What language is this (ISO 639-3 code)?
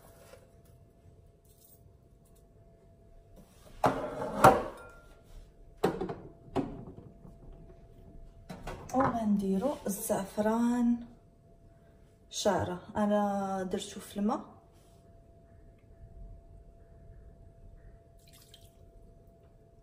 ary